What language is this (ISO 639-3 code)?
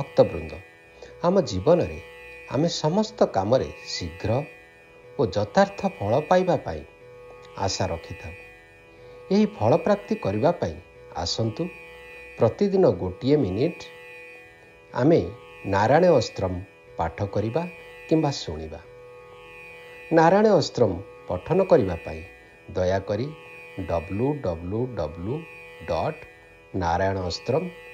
ori